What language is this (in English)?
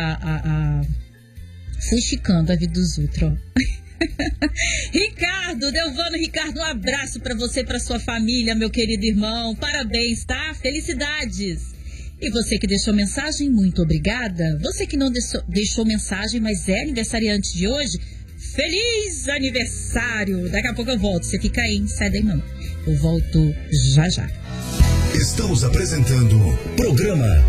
Portuguese